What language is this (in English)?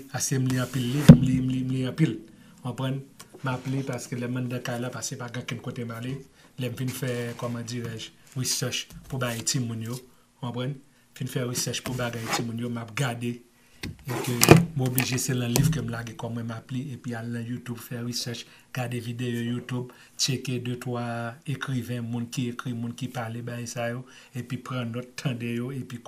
Haitian Creole